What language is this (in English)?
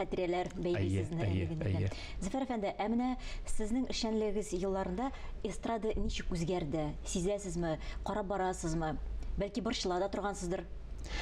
Tatar